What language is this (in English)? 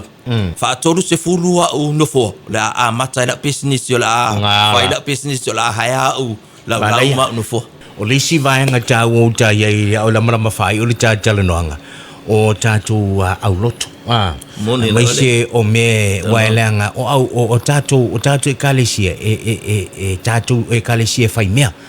Samoan